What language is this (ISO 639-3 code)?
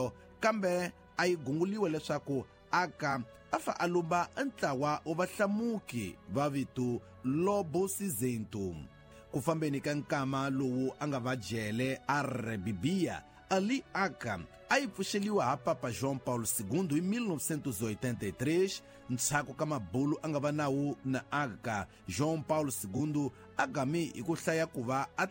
tso